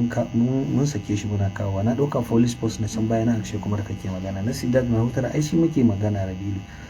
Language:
Hausa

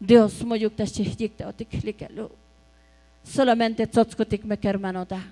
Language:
Tzotzil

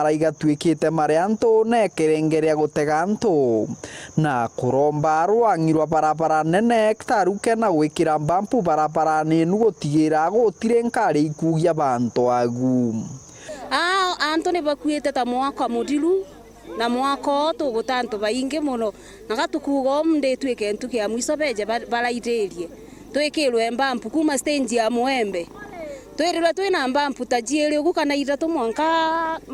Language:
Meru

